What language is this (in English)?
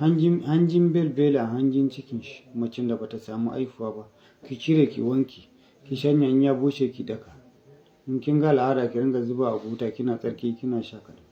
Hausa